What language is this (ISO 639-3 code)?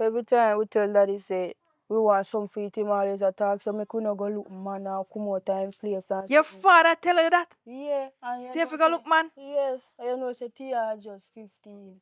jam